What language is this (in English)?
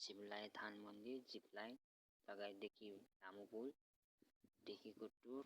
Nepali